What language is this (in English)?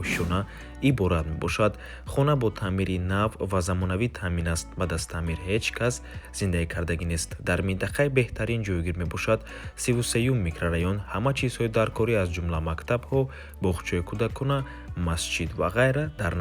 Tajik